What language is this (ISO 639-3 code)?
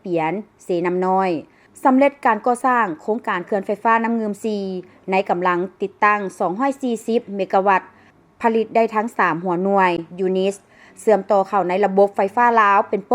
lao